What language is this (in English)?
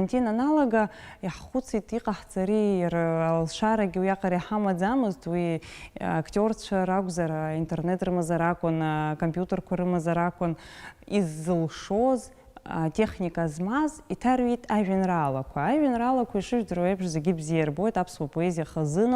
Abkhazian